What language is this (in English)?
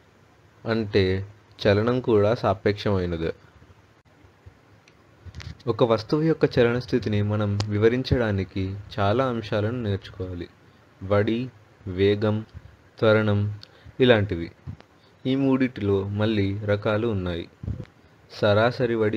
Telugu